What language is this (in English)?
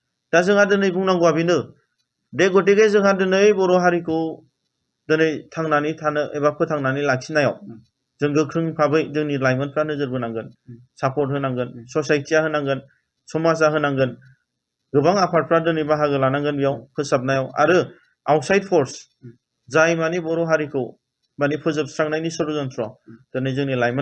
Bodo